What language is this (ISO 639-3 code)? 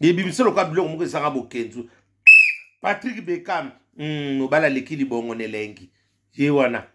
lin